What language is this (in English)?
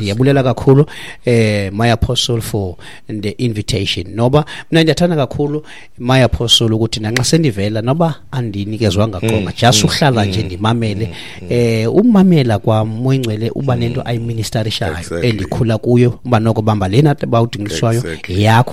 Xhosa